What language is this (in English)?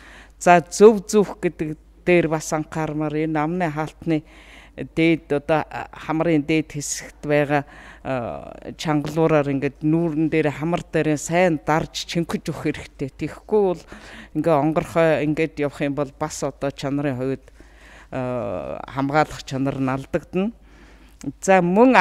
Mongolian